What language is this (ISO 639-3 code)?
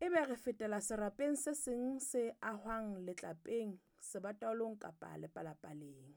sot